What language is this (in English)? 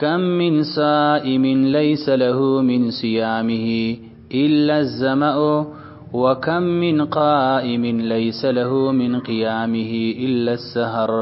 Pashto